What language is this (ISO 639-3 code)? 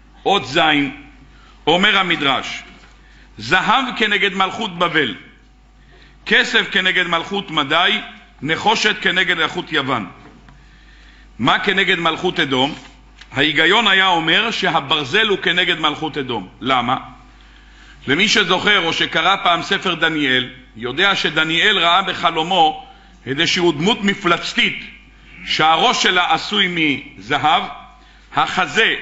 heb